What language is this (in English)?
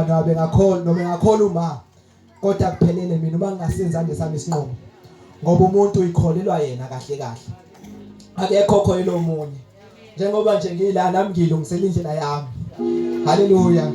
Zulu